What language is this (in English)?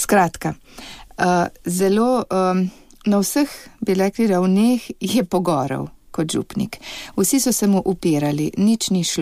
Slovenian